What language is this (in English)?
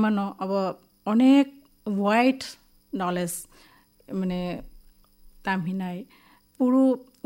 Kok Borok